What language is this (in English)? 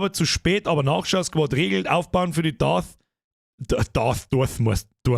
Bavarian